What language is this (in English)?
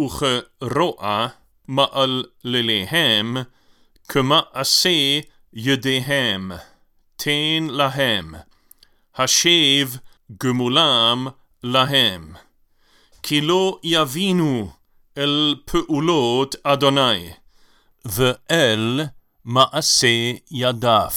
Hebrew